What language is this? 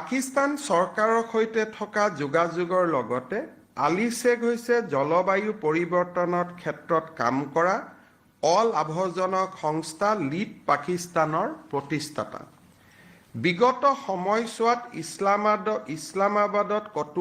Assamese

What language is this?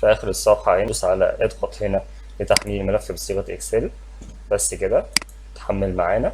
Egyptian Arabic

